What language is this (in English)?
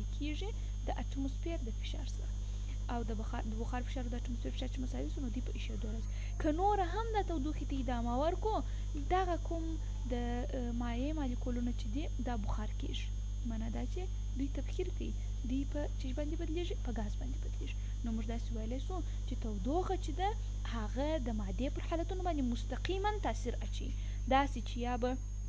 Pashto